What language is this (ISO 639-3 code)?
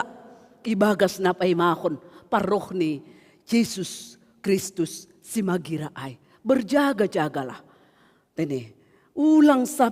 bts